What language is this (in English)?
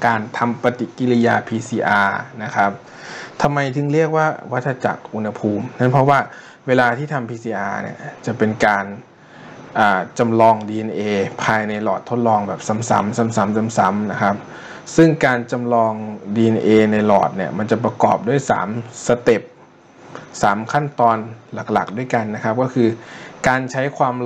Thai